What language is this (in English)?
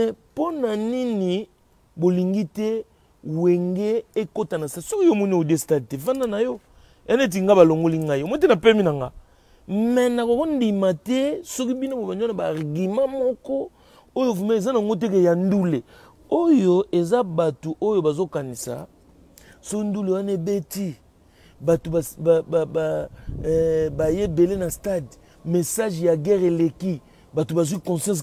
Lingala